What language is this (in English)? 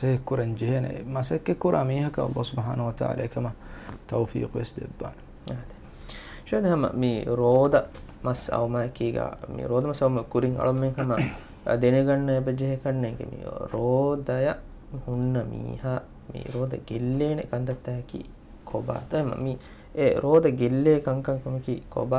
Divehi